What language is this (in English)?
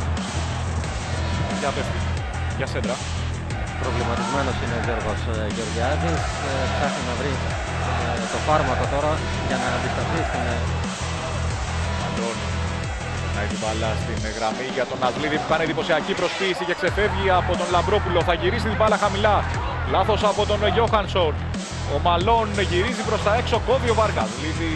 Greek